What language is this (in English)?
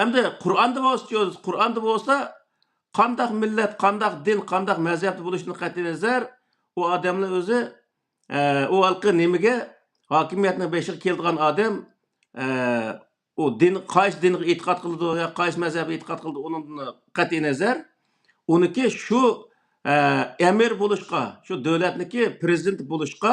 Uyghur